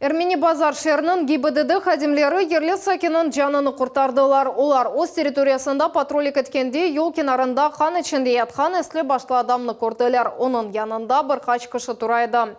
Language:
Crimean Tatar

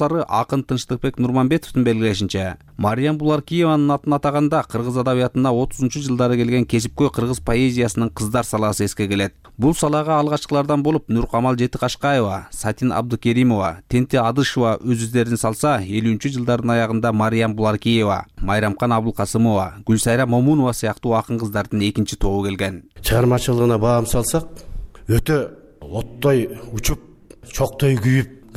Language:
Kyrgyz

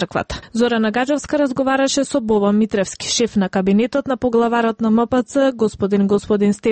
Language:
Macedonian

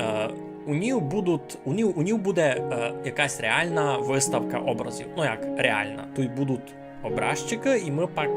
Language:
Rusyn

